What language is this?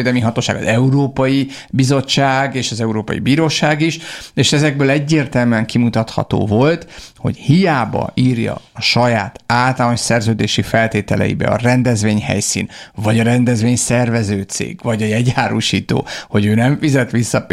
Hungarian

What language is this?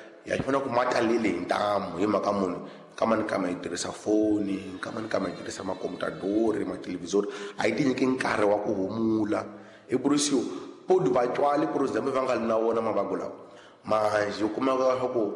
Tsonga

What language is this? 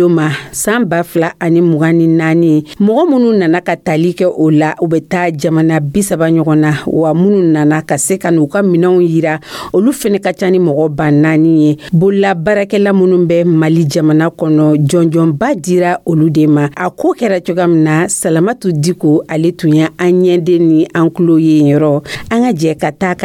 Dyula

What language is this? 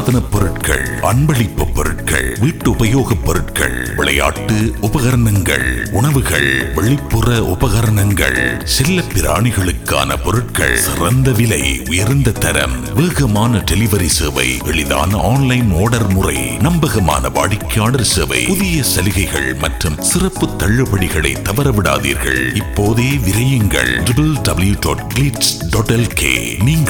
Tamil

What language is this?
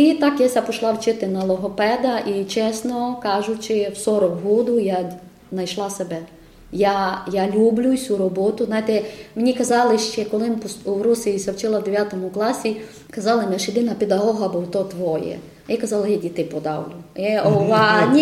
Rusyn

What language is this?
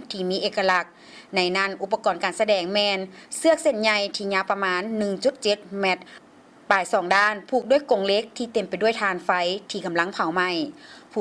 Lao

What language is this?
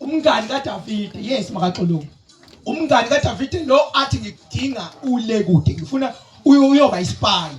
Zulu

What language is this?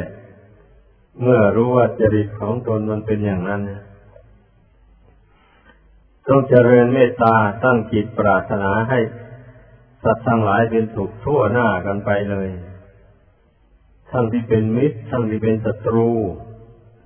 Thai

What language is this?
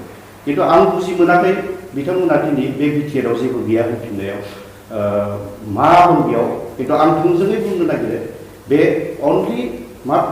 Bodo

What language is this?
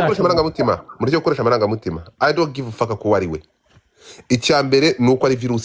Kinyarwanda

